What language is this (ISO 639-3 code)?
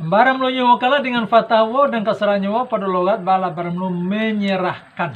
min